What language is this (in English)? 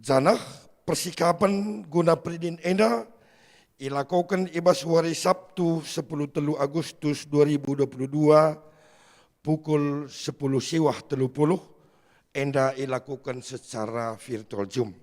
Batak Karo